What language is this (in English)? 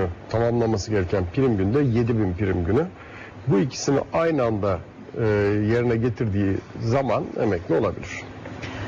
Turkish